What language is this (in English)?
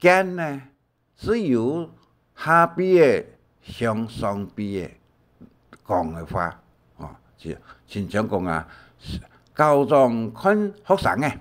Hakka Chinese